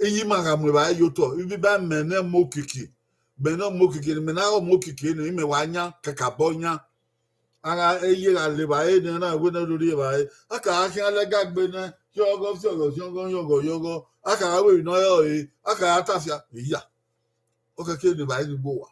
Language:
Bini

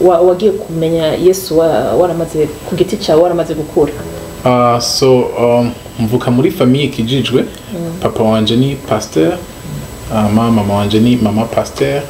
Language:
Rundi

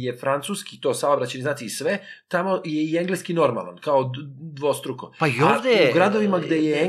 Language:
Serbian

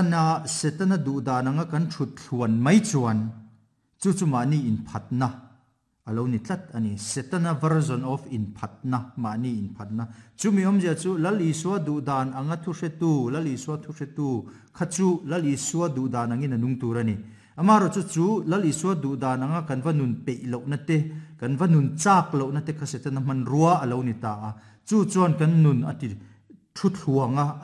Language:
Mizo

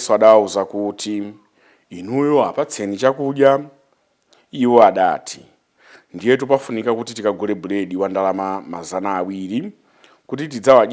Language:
Nyanja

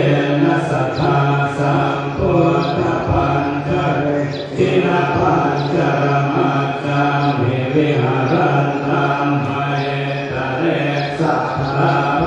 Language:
Pali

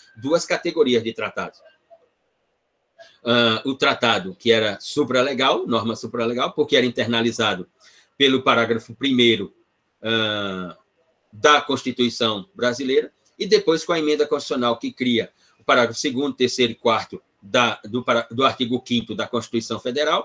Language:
Portuguese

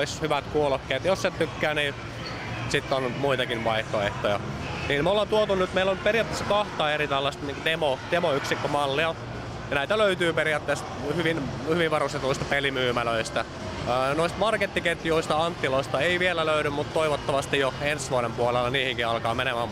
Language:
Finnish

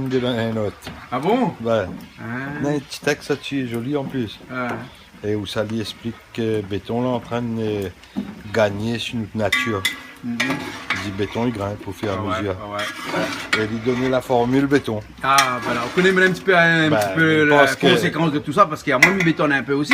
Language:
Réunion Creole French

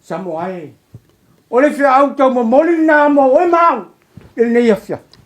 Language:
Samoan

